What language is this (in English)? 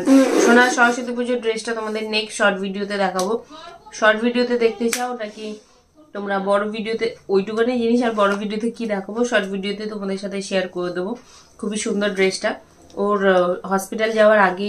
Bangla